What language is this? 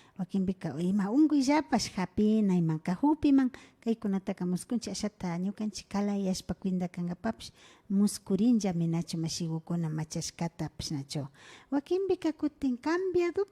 Imbabura Highland Quichua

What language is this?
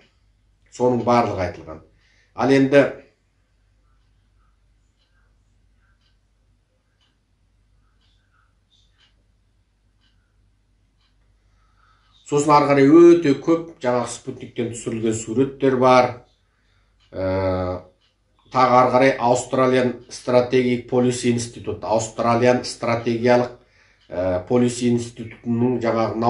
Kazakh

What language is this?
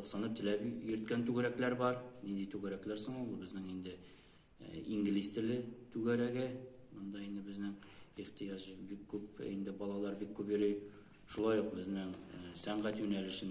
Tatar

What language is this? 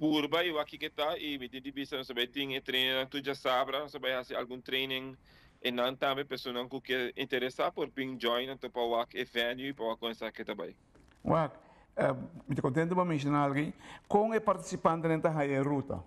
Papiamento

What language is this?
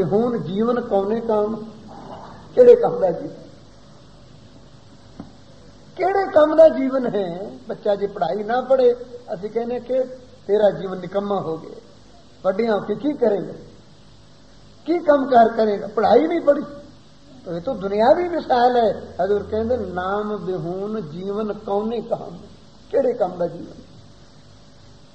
Punjabi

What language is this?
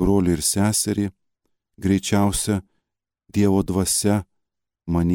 Lithuanian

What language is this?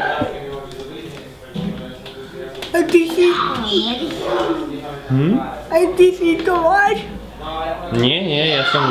Slovak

